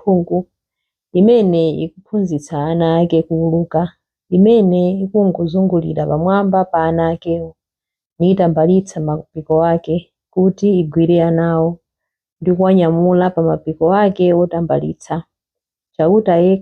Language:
Nyanja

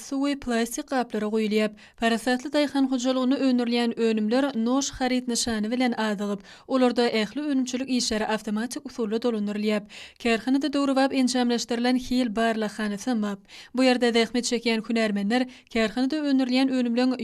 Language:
Turkmen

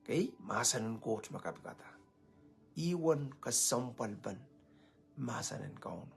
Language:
Pohnpeian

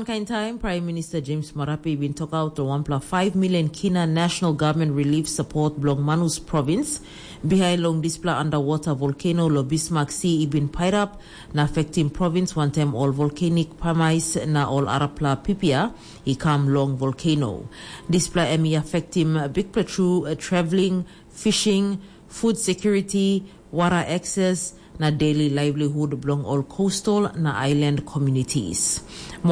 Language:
Tok Pisin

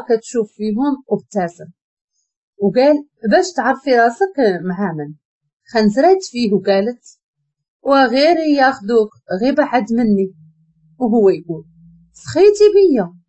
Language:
Moroccan Arabic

